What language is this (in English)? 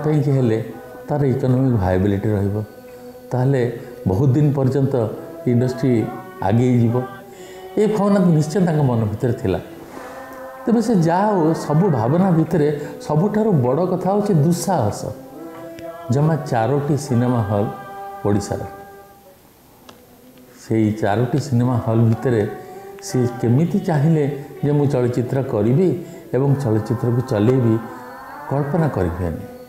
Odia